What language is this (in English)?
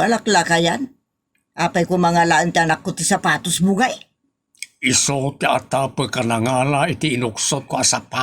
Iloko